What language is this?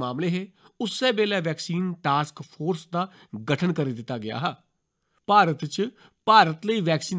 Dogri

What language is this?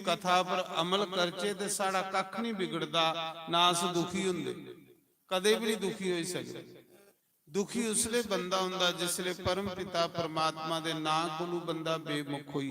Dogri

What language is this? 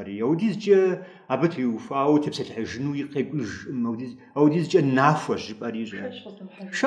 Kabardian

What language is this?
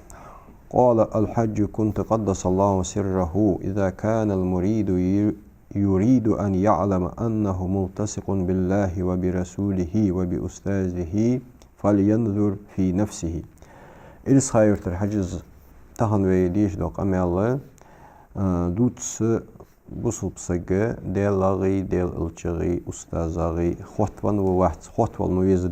Ingush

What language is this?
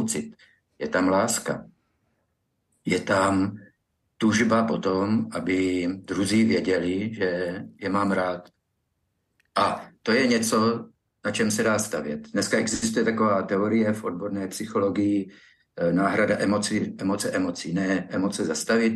Czech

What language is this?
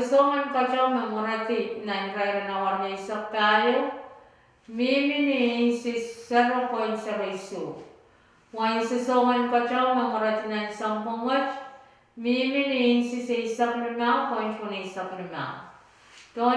Pohnpeian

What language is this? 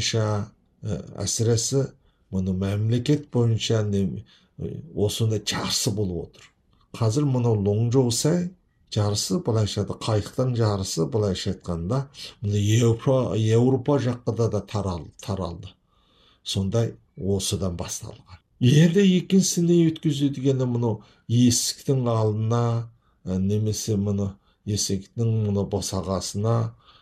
Kazakh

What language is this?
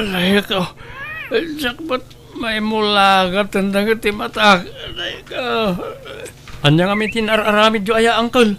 Iloko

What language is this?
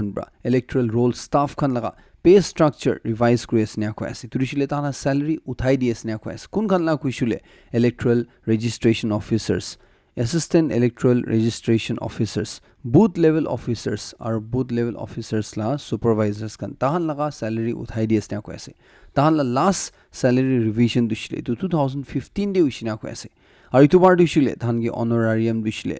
Naga Pidgin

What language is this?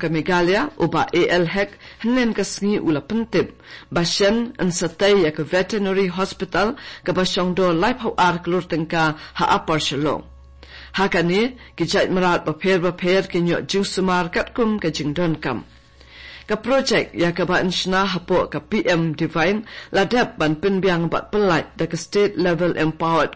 Khasi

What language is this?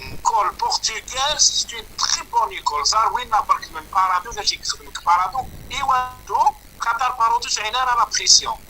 Kabyle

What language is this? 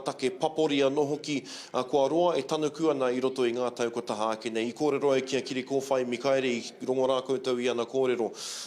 Māori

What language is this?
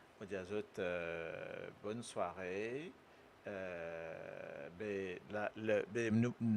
Morisyen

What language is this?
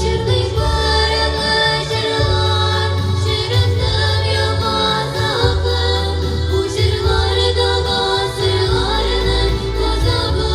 Tatar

